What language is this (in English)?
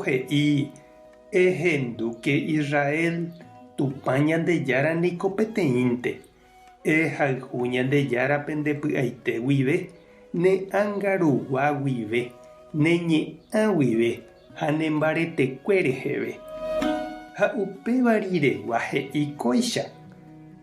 Guarani